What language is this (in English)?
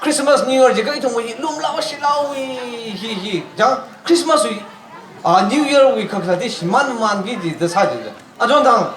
Tangkhul Naga (India)